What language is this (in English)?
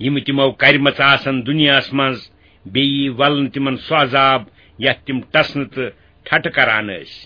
Kashmiri